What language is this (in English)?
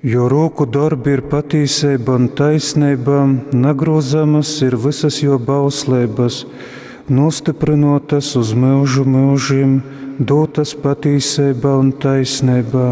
Latgalian